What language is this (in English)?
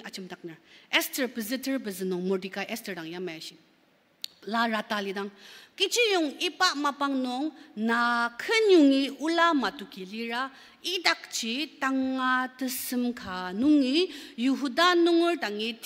Ao Naga